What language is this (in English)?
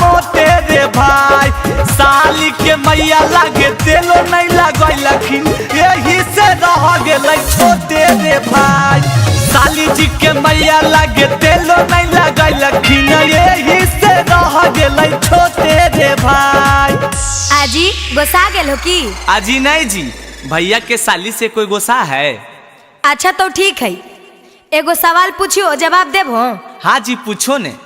Magahi